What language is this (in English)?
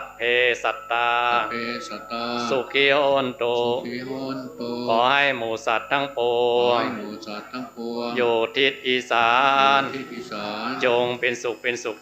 Pali